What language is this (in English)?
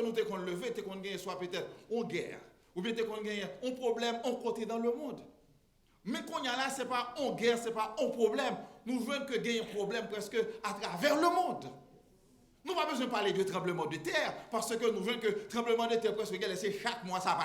Haitian Creole